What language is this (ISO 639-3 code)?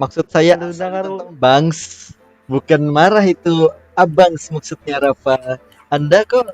bjn